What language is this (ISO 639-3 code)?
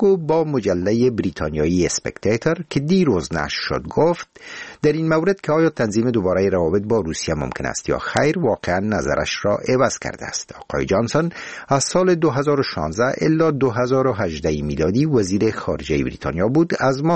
fas